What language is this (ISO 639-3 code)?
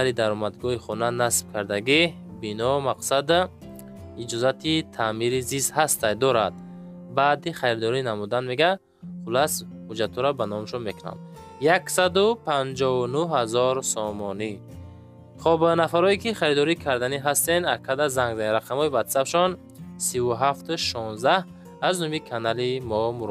tgk